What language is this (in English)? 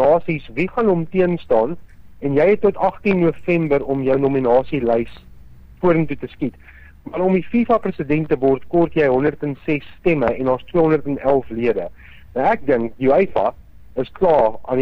Afrikaans